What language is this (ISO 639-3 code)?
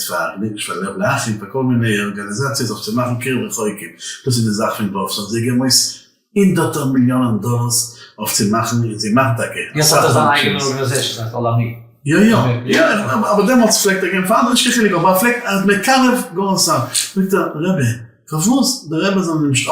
yid